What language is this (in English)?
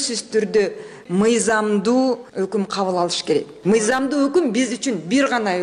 Kyrgyz